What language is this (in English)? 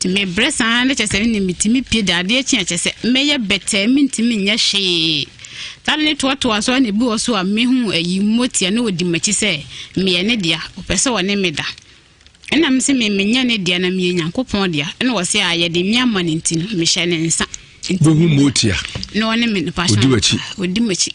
Akan